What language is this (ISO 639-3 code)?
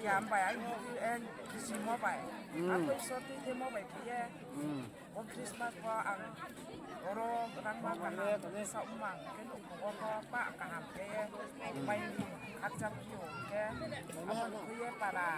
ria